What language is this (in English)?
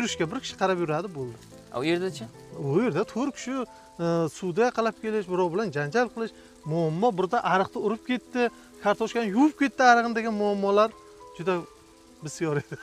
Uzbek